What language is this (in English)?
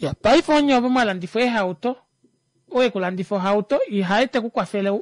Kuanyama